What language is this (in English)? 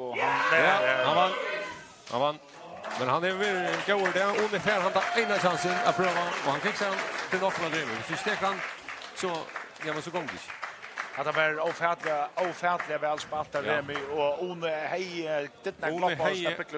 Faroese